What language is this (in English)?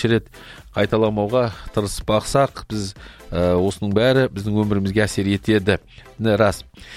Kazakh